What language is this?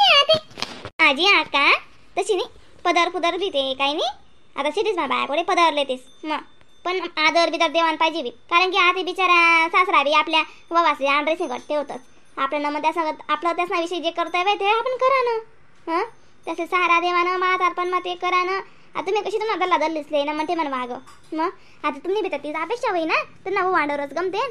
Khandesi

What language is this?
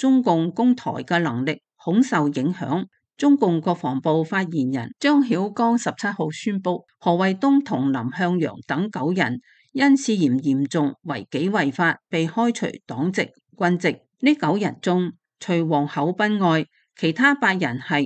Cantonese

